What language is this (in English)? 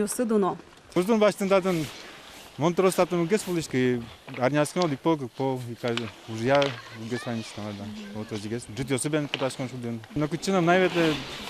Udmurt